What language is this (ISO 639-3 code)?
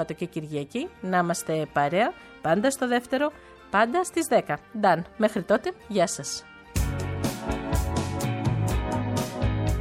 ell